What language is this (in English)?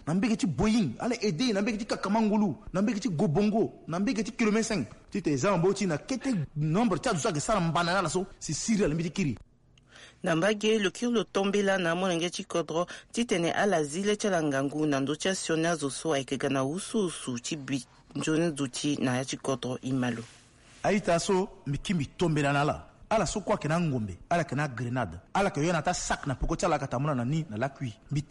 Sango